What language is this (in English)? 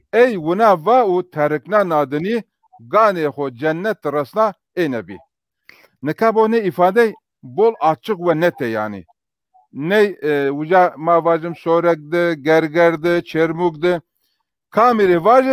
Zaza